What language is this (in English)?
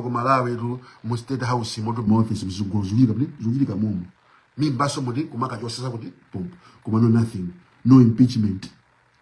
Nyanja